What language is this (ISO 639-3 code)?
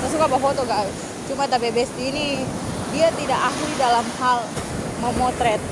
xmm